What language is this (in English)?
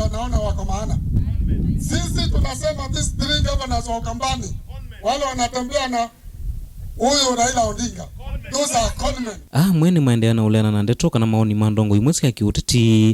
Kamba